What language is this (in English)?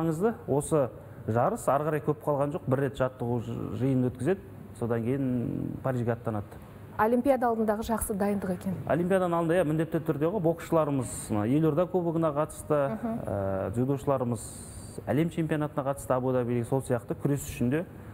Kazakh